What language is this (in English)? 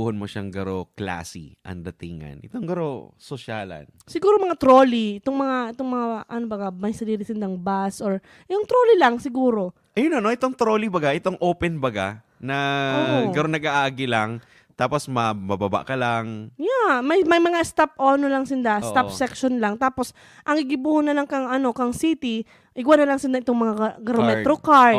Bikol